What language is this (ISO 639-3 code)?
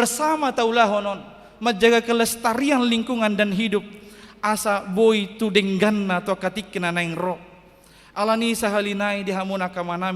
bbc